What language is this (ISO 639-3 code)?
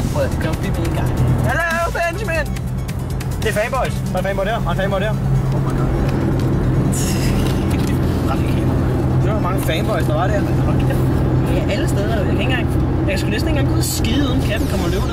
dan